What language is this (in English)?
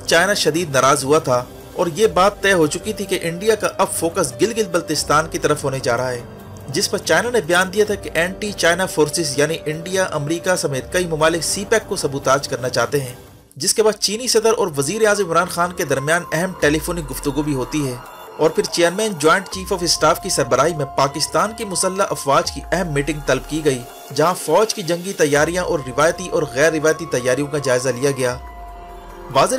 Urdu